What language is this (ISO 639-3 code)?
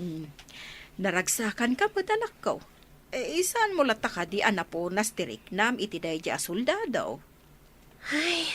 ilo